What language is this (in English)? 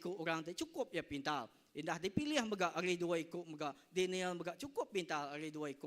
Iban